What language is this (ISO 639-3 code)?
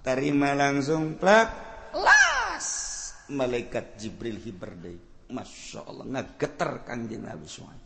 sun